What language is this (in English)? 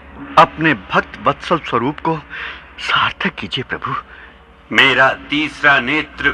Hindi